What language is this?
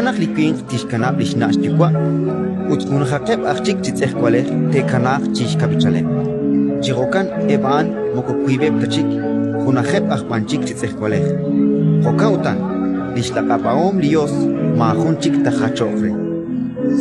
Kekchí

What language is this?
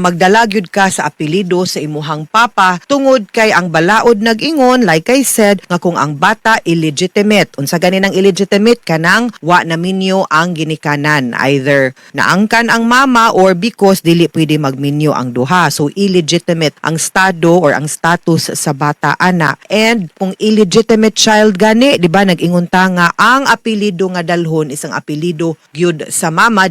Cebuano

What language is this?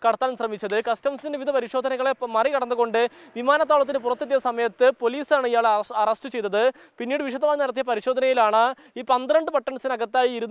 Malayalam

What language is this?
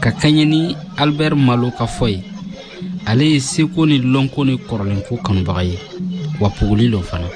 Bambara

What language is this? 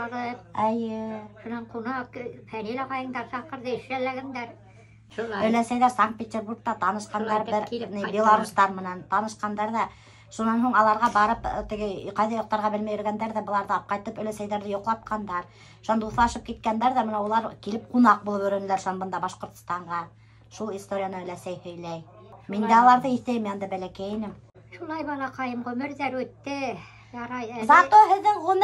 Bashkir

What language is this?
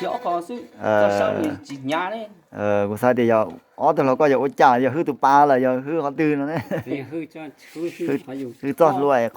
Hmong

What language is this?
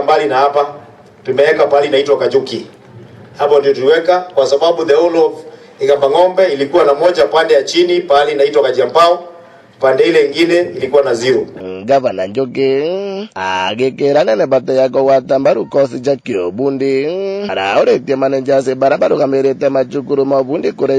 Meru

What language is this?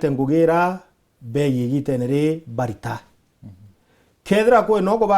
Meru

